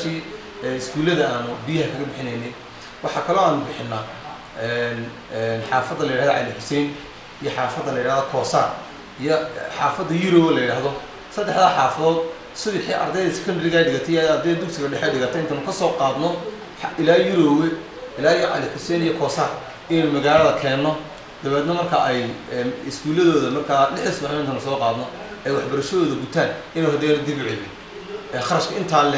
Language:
Somali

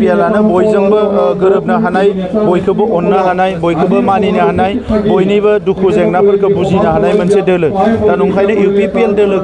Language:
Bodo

